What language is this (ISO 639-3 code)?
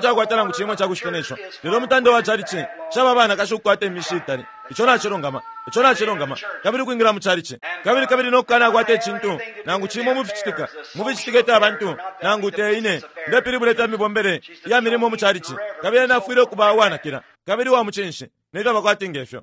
bem